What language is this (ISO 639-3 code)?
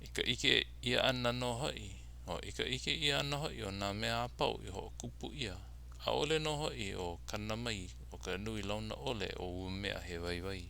haw